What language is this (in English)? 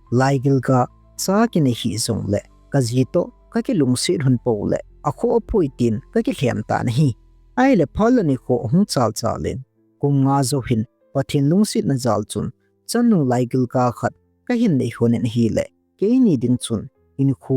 Thado Chin